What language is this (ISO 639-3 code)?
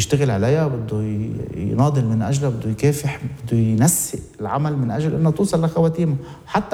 apc